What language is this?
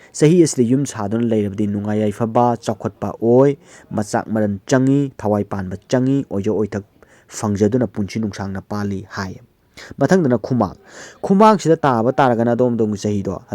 Manipuri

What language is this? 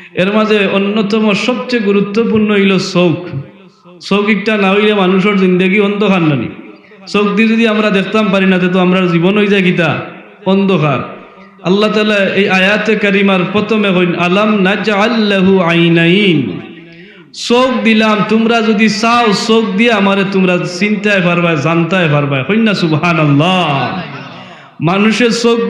Sylheti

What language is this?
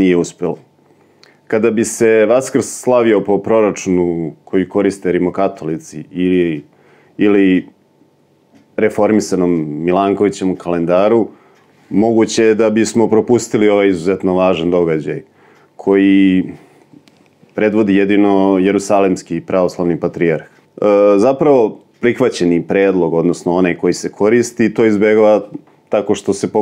Serbian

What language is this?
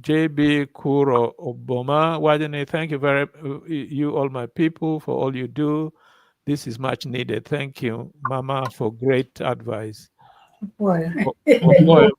Acoli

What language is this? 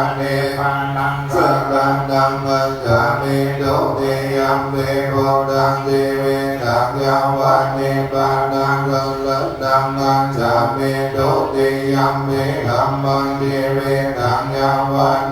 Pali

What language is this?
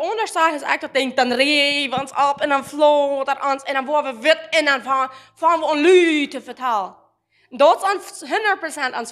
Plautdietsch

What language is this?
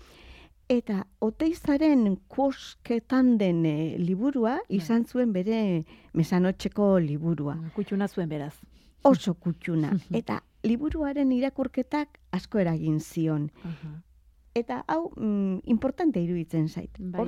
Basque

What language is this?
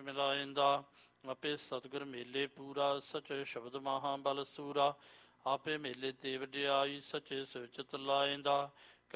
Punjabi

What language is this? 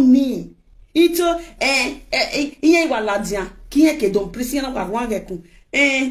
Nigerian Pidgin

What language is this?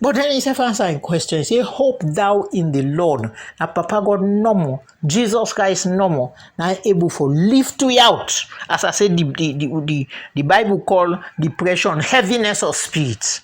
Krio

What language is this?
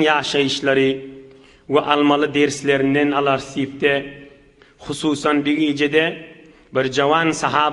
Turkmen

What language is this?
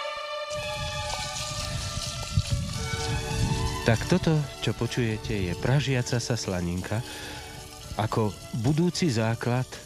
Slovak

